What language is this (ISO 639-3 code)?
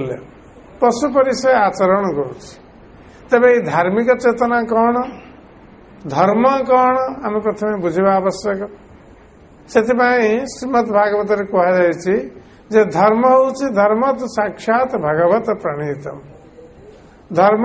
ori